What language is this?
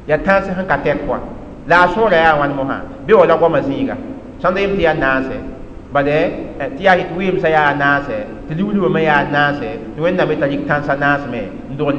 Mossi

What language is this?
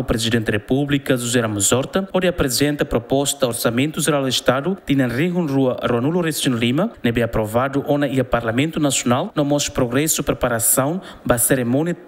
Tetum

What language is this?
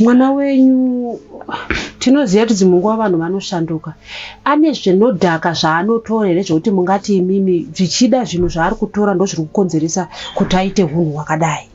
Shona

